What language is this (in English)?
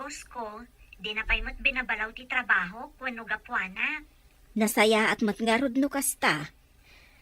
Iloko